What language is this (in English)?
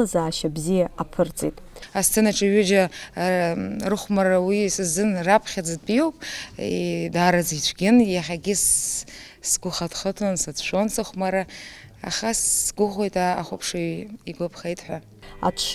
Abkhazian